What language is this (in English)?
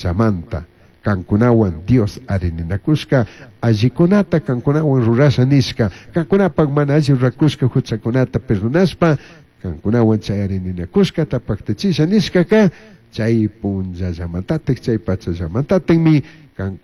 Chimborazo Highland Quichua